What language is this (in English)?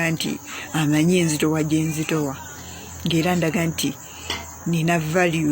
Ganda